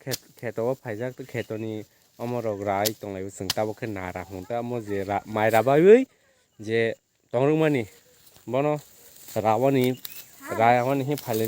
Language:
Kok Borok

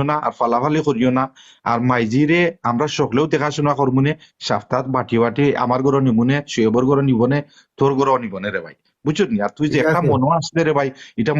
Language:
Sylheti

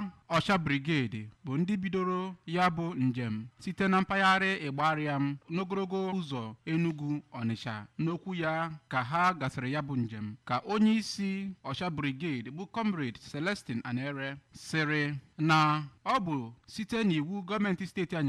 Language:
Igbo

